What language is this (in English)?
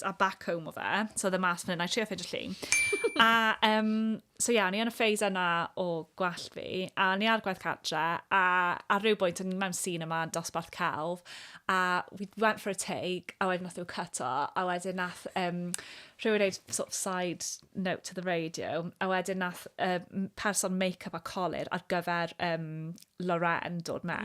Welsh